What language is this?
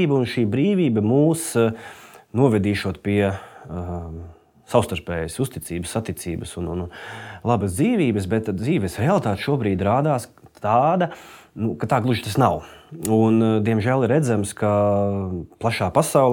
Latvian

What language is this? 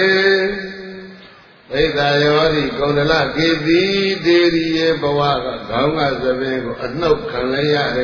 Burmese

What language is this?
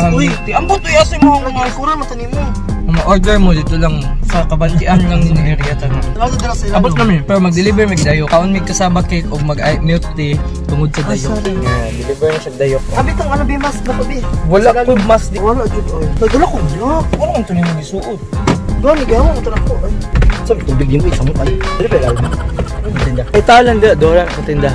Cebuano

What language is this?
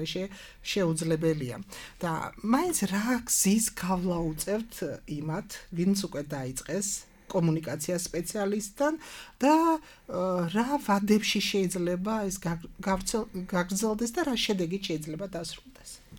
Georgian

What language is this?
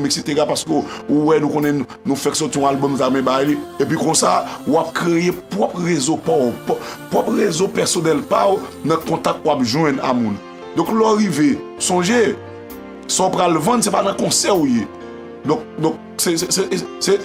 Haitian Creole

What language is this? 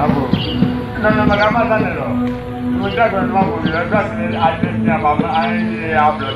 Ewe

